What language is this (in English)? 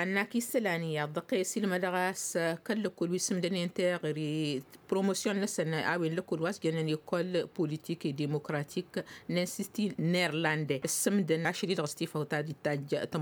Tamasheq